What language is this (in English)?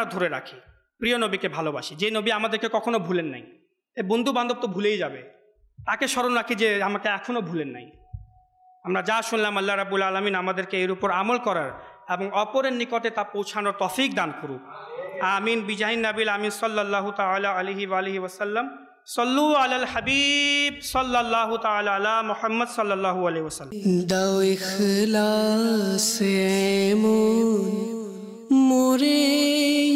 Bangla